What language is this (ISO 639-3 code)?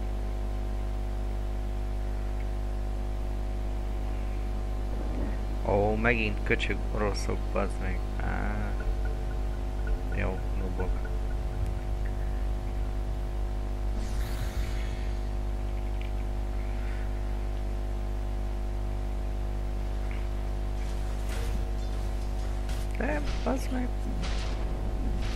hun